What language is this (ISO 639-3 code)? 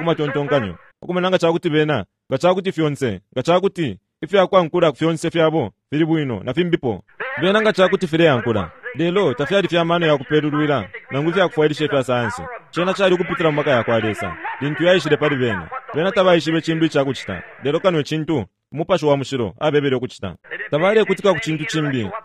bem